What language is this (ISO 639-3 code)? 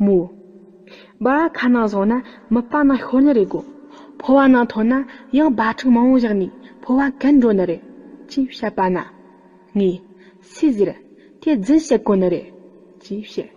bod